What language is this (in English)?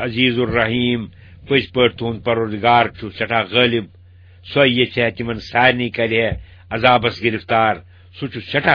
Kashmiri